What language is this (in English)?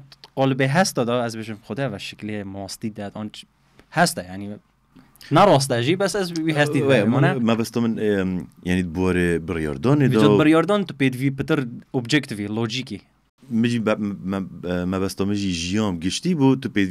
Kurdish